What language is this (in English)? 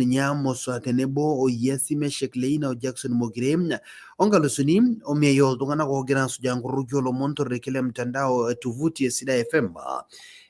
Masai